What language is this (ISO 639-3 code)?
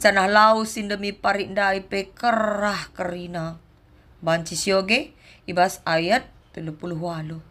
btx